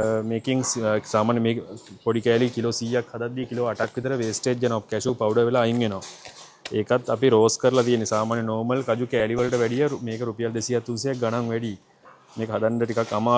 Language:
Sinhala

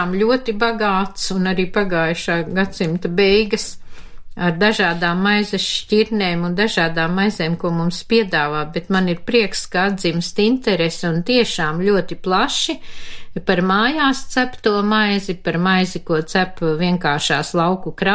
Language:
Latvian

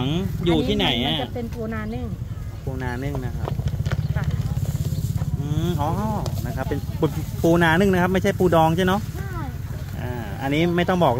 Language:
Thai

